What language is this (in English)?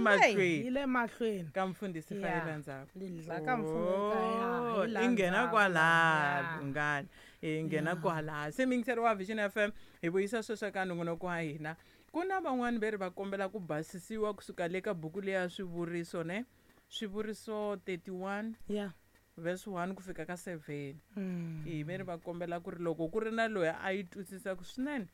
Tsonga